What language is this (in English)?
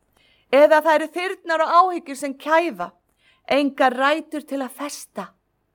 Icelandic